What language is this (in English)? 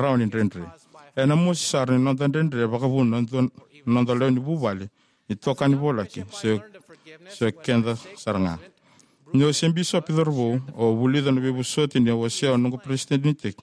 Fijian